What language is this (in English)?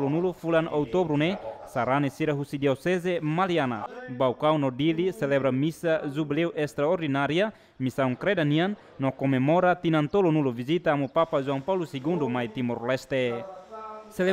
Tetum